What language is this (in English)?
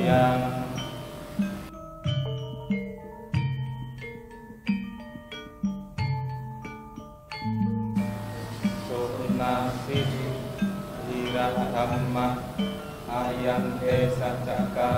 Pali